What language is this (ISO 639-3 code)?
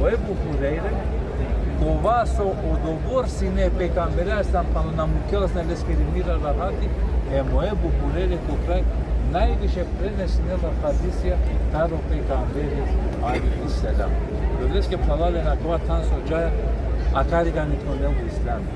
rmn